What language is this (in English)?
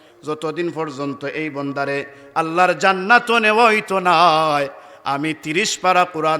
Sylheti